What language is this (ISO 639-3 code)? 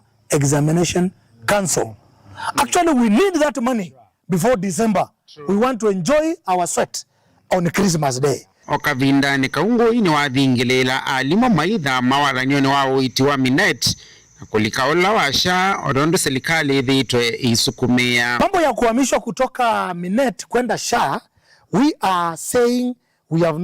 kam